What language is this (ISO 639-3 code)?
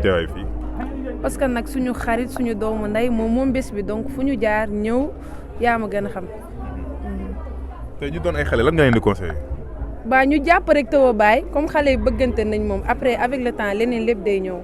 wol